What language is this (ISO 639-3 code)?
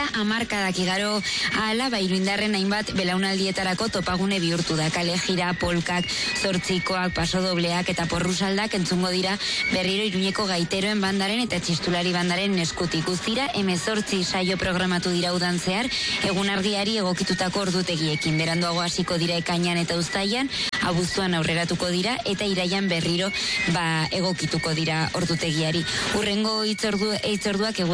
eus